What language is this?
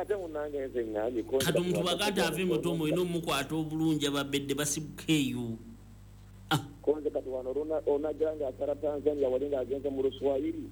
Ganda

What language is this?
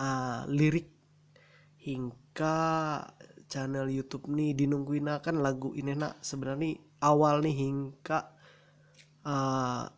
Ma'anyan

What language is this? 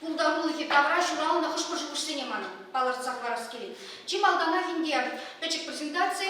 Chuvash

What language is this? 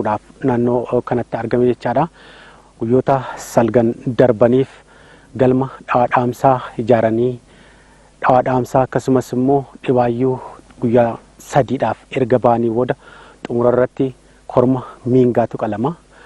Oromo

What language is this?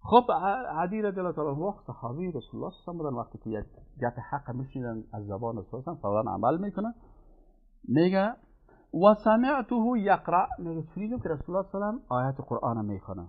Persian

